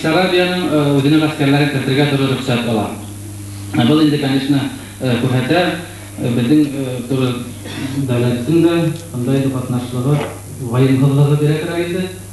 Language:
Bashkir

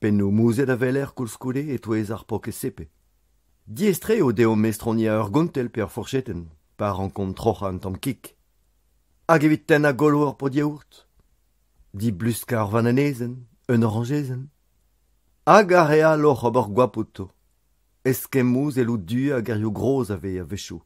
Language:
Breton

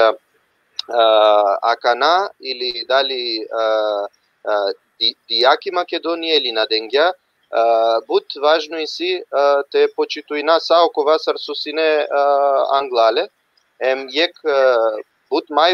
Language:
Balkan Romani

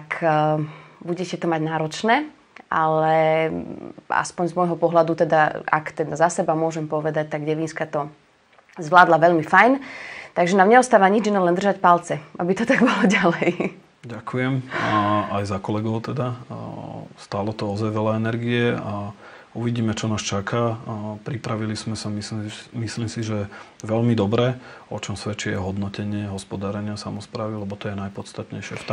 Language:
Slovak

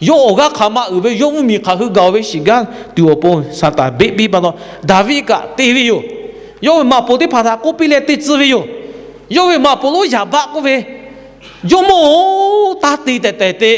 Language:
Lahu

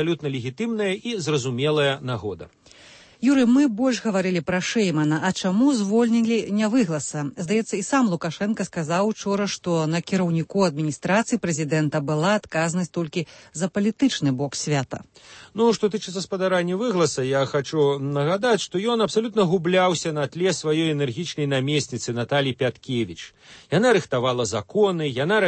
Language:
Belarusian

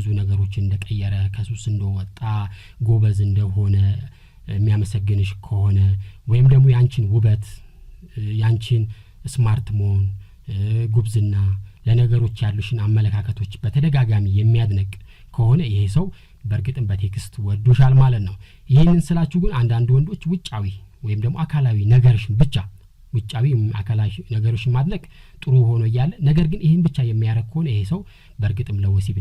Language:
Amharic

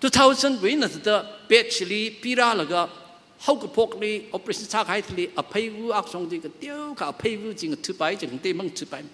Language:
Tangkhul Naga (India)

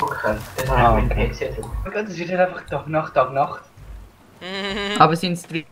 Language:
Swiss German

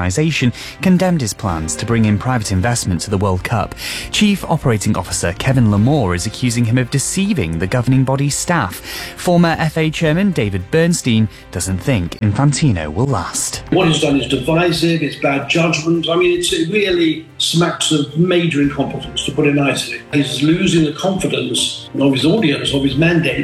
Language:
English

